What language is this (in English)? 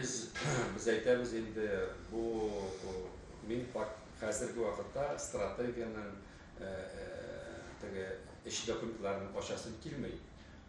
Tatar